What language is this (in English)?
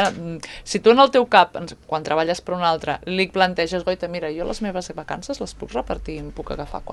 Catalan